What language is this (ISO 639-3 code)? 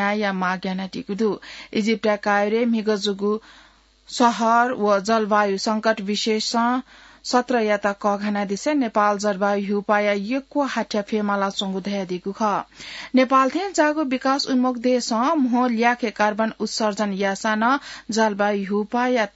new